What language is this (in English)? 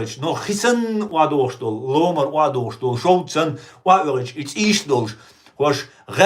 Chechen